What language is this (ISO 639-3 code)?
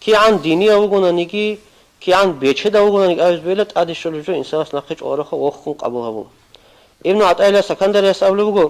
ava